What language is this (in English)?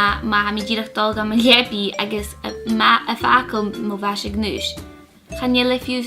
Scottish Gaelic